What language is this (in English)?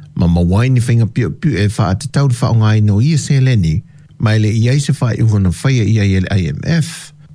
Samoan